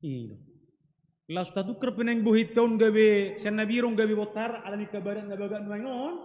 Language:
Batak Toba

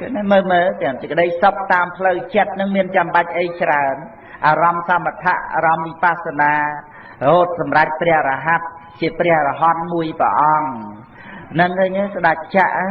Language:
Khmer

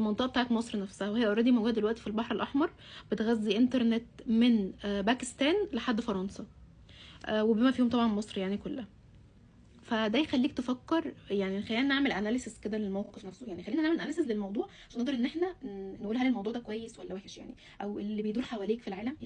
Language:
Egyptian Arabic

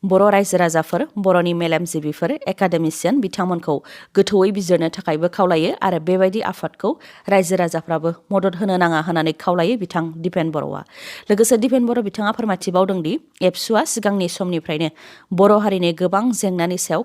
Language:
Bodo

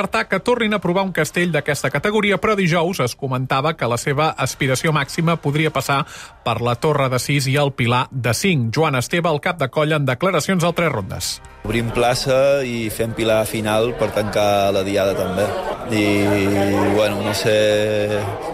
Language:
Catalan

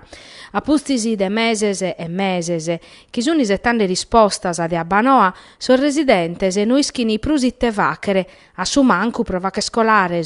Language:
Sardinian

